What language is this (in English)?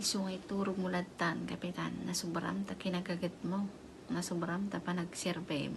Iloko